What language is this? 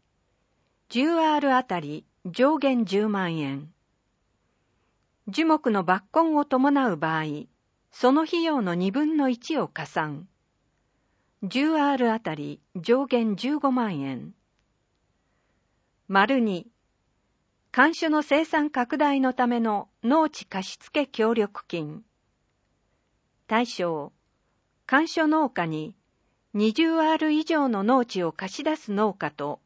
Japanese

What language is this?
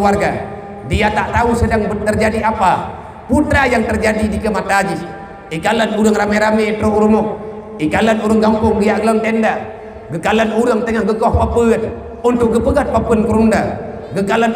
Achinese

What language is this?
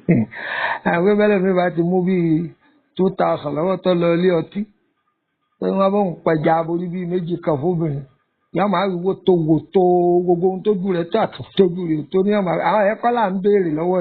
Yoruba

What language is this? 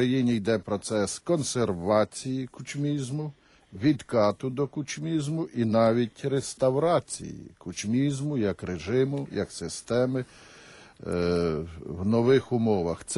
Ukrainian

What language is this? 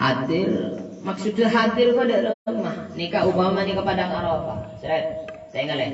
Madurese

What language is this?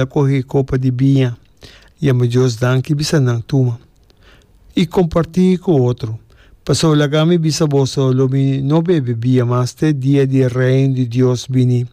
Papiamento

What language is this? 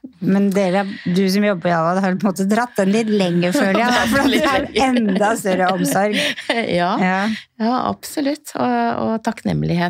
Norwegian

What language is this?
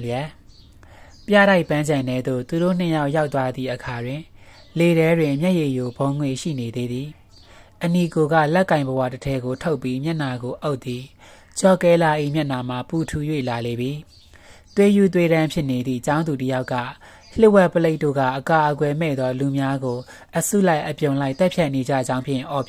Burmese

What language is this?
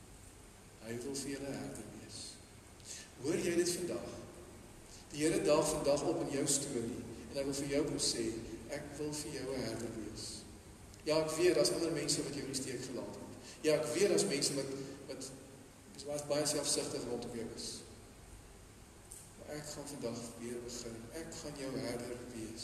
Afrikaans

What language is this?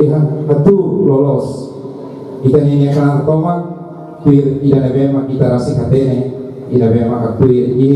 Tetum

